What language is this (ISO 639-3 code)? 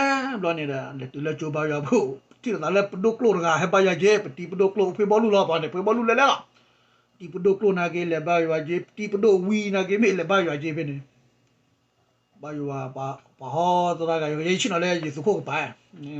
ksw